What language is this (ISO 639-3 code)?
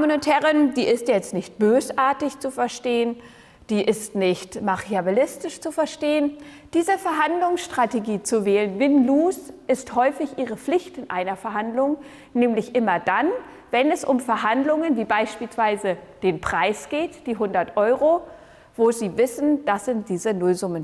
deu